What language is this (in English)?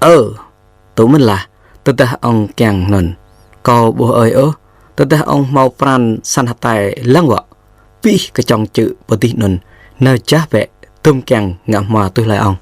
Jarai